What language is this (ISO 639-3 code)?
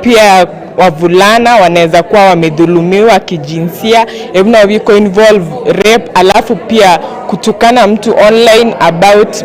guz